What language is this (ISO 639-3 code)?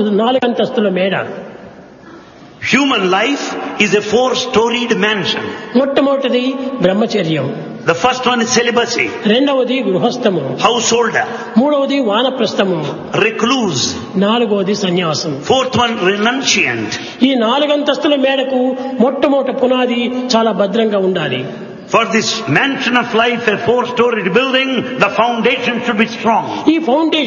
tel